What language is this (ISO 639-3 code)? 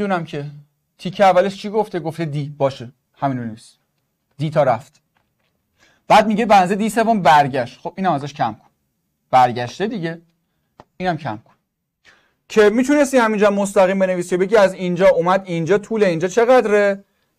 fas